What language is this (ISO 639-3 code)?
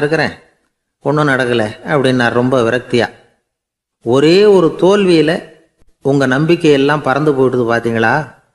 tam